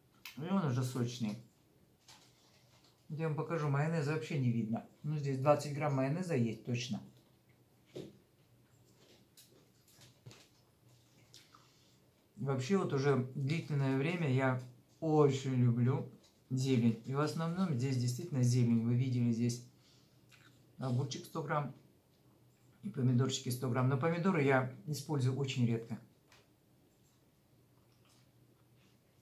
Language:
Russian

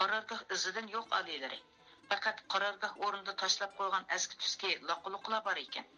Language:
Uyghur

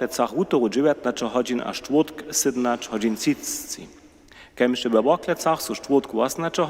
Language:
Upper Sorbian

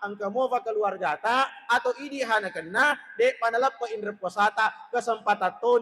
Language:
Buginese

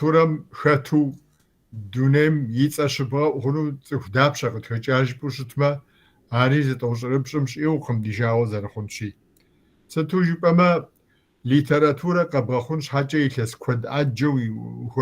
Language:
Kabardian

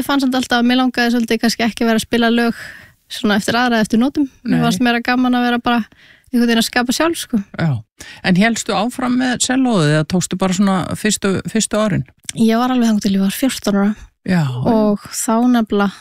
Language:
Icelandic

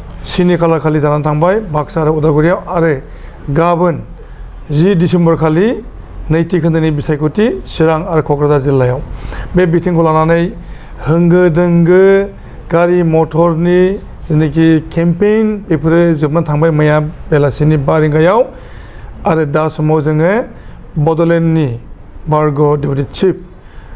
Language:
Bodo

